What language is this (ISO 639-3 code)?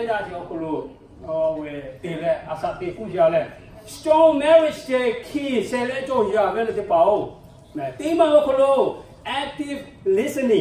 lhu